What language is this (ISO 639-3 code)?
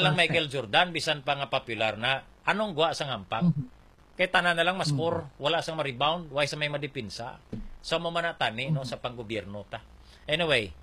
hil